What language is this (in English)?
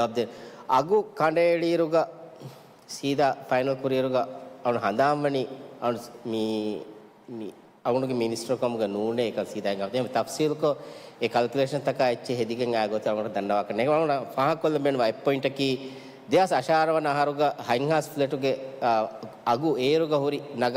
Divehi